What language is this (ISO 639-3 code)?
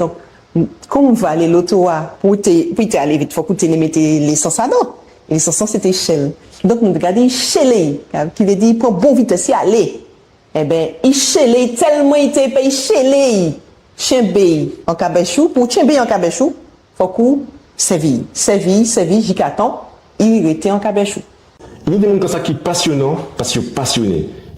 gcf